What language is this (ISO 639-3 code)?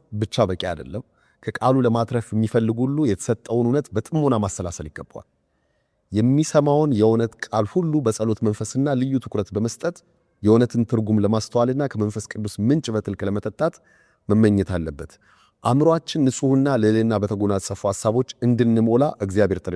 amh